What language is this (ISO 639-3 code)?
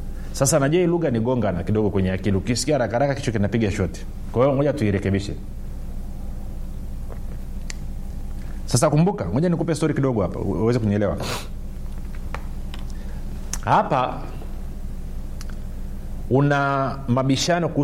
swa